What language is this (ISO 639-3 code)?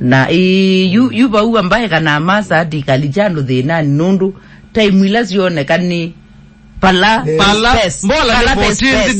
kam